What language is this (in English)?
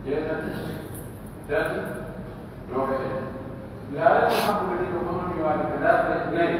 Pular